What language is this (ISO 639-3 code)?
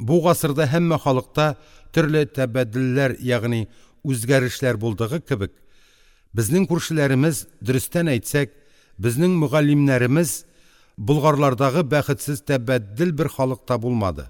tat